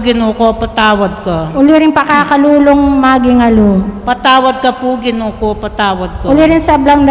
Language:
Pampanga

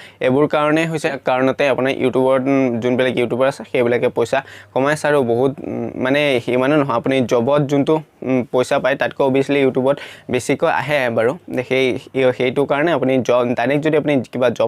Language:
Assamese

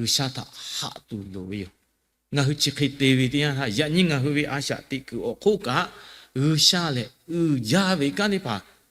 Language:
Lahu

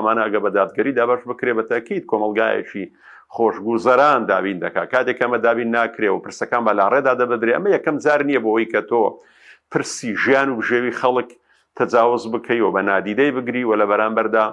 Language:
Central Kurdish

